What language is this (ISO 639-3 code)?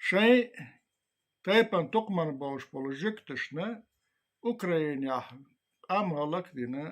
che